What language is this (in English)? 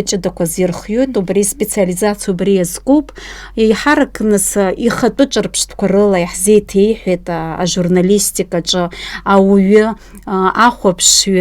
Abkhazian